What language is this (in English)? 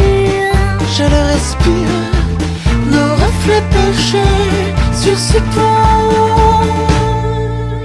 French